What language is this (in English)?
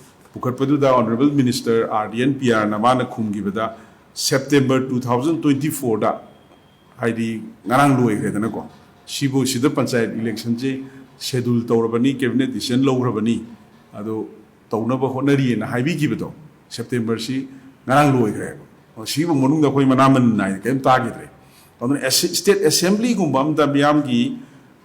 Manipuri